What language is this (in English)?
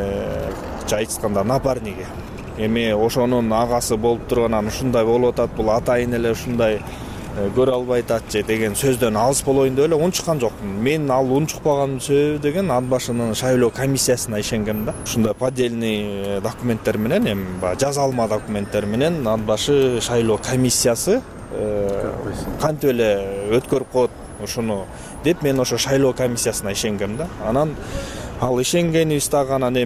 Kyrgyz